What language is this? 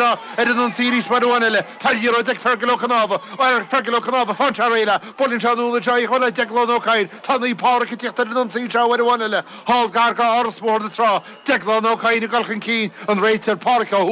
Irish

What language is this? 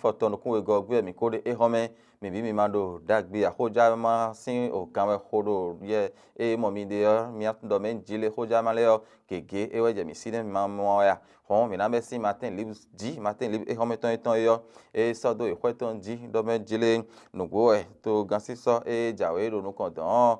Fon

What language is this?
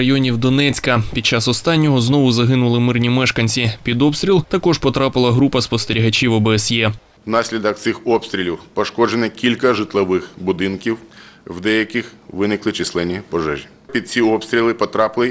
Ukrainian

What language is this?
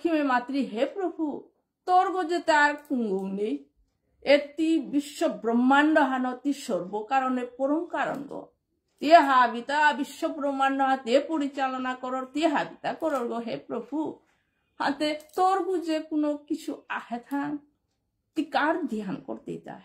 Bishnupriya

